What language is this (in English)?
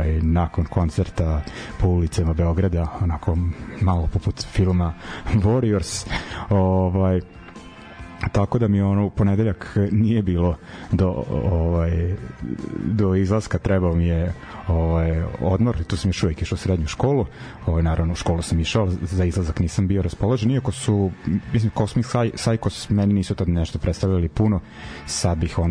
Serbian